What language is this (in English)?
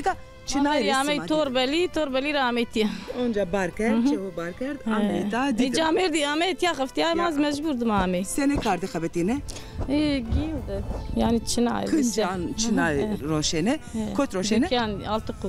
Zaza